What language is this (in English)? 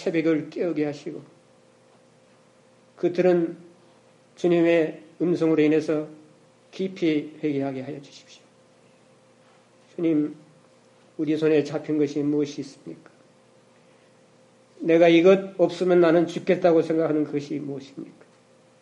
Korean